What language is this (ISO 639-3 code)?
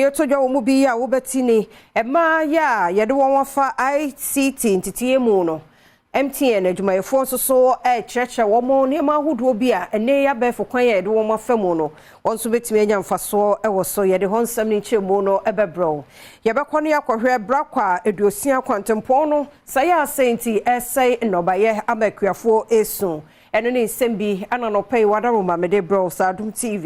aka